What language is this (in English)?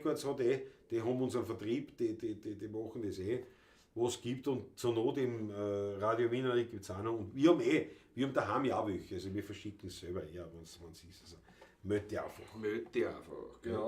Bavarian